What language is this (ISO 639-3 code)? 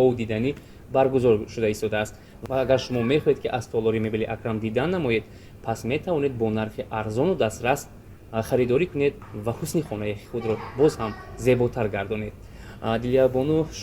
tgk